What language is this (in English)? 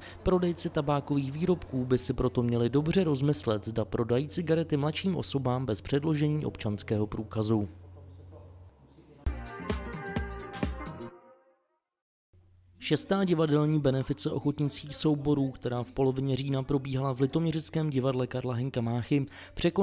Czech